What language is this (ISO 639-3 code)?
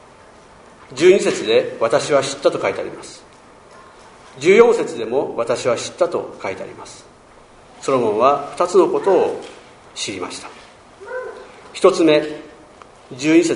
jpn